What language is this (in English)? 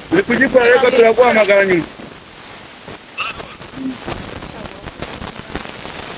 Kinyarwanda